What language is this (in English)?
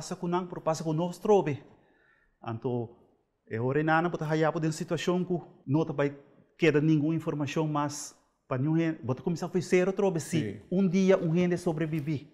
Papiamento